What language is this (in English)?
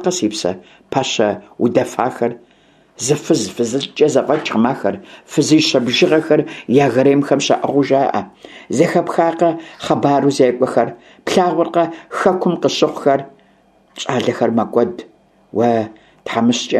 Kabardian